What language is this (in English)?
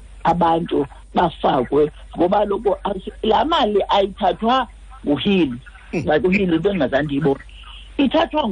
Xhosa